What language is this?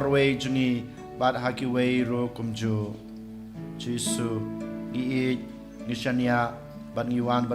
Khasi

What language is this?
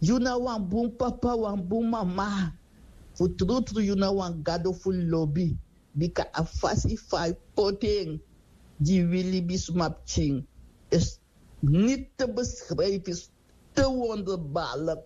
Sranan Tongo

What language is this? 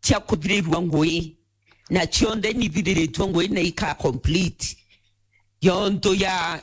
Meru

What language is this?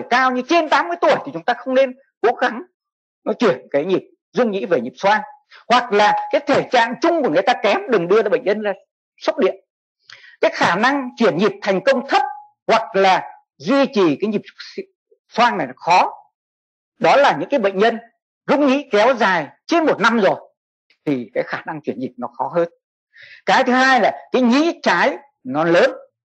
Vietnamese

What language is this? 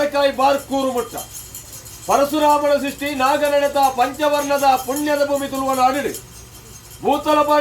Tulu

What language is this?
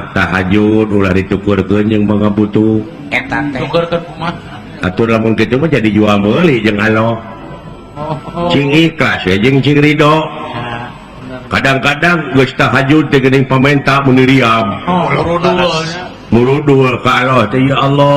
Sundanese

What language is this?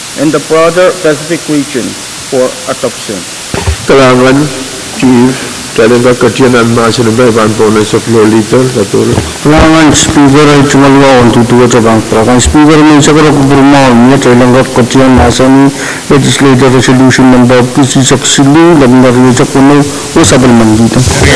Pohnpeian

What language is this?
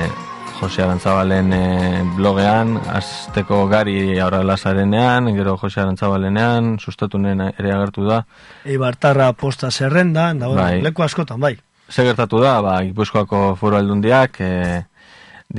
Basque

